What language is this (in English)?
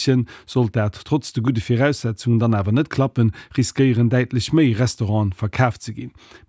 Luxembourgish